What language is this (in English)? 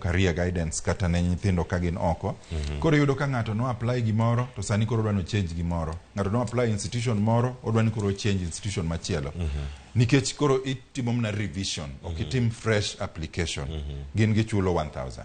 Luo (Kenya and Tanzania)